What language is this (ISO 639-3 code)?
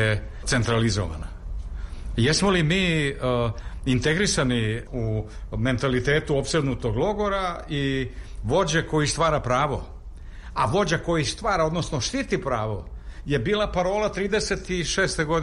srp